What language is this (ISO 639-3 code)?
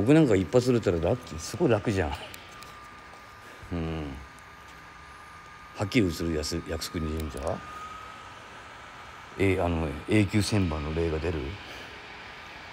jpn